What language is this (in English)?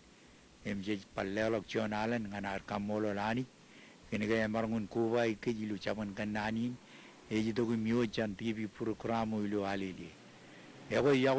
Marshallese